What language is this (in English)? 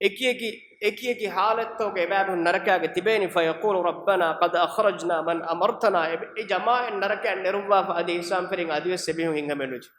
Divehi